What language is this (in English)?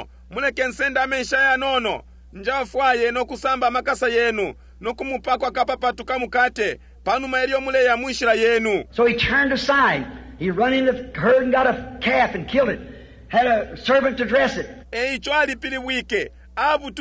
Bemba